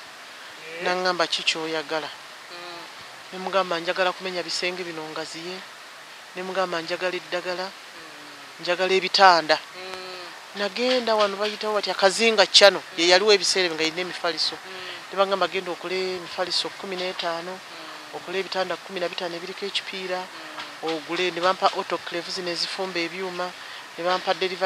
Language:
Ganda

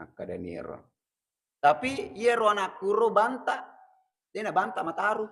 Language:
Buginese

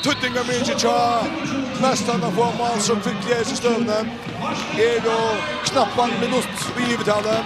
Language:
Faroese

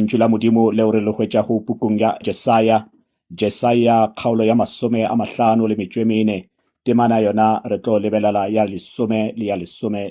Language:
Northern Sotho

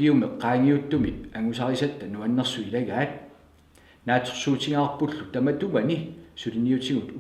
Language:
Kalaallisut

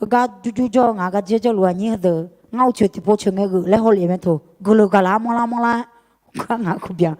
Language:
Akha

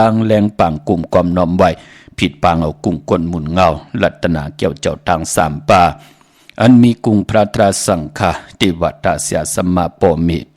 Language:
Shan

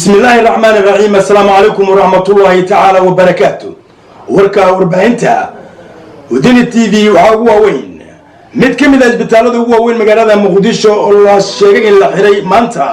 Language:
Somali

